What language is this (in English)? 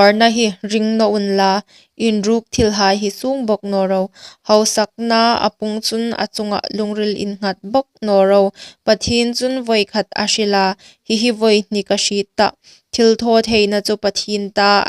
Hmar